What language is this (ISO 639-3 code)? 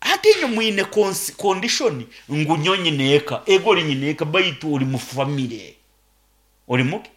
nyn